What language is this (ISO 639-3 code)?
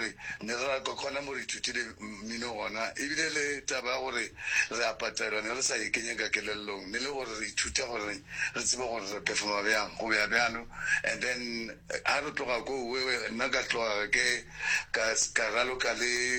nso